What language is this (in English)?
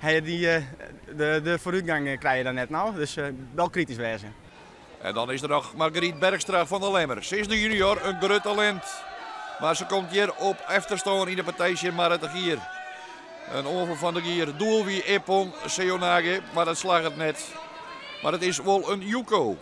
Western Frisian